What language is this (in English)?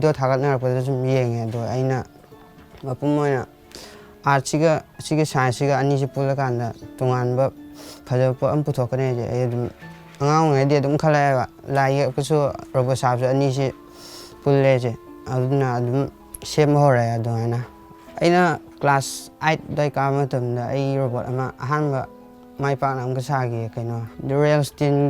Manipuri